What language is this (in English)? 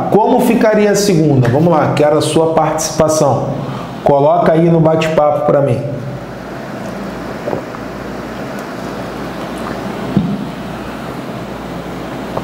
Portuguese